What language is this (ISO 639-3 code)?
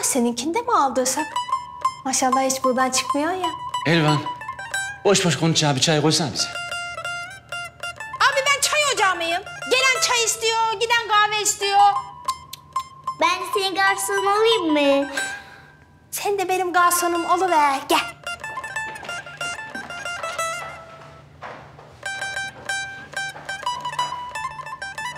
tur